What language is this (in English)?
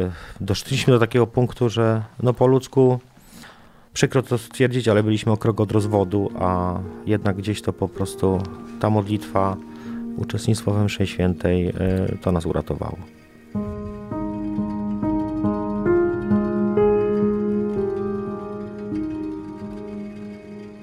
Polish